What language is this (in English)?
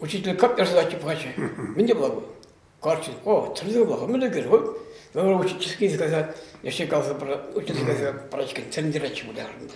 Chuvash